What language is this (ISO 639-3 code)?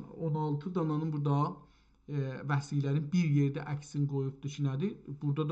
azb